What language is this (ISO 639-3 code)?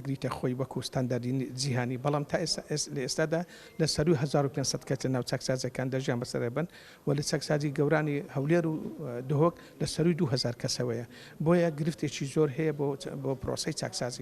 ckb